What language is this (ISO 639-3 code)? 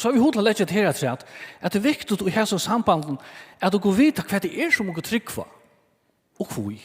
fao